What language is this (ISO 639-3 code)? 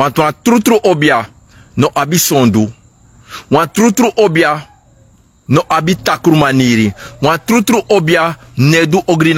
srn